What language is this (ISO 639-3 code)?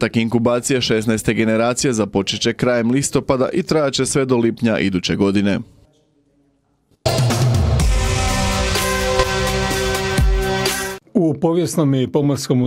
hrv